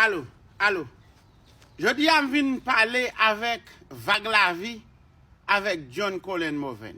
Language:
Haitian Creole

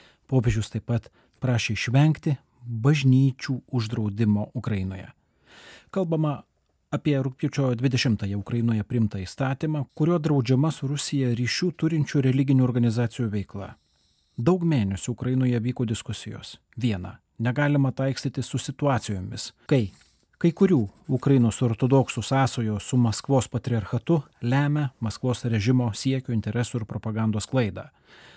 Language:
Lithuanian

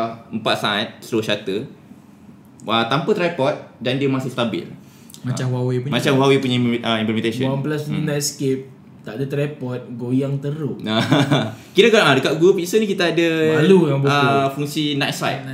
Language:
Malay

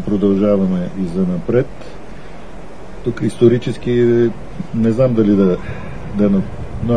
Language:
Bulgarian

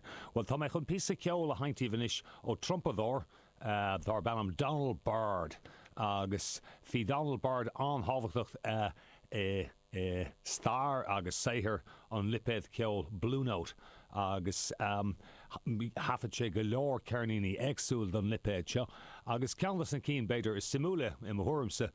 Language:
Irish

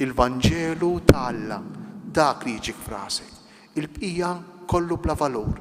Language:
Maltese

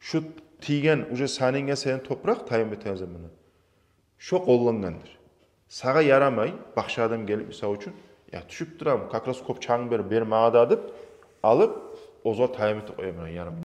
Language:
Kumyk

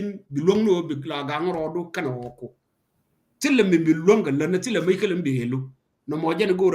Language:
Nuer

